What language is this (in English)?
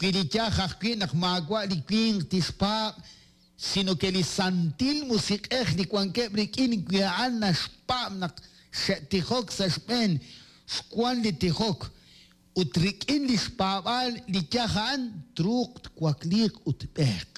Kekchí